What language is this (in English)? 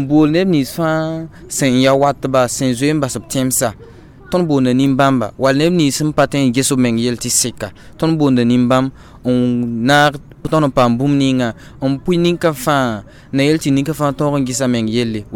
Mossi